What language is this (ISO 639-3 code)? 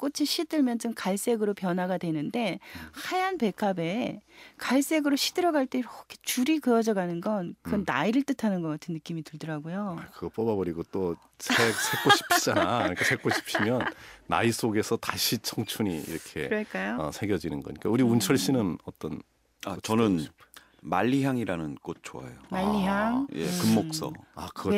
kor